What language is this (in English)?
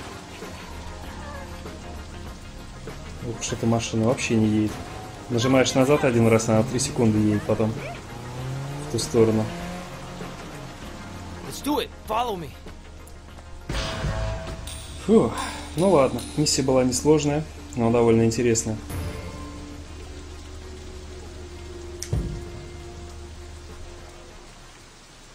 Russian